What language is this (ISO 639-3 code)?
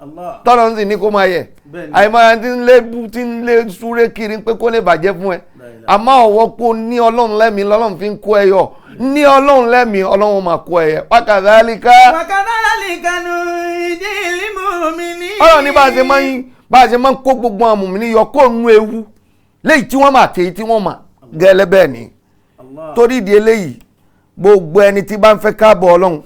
yor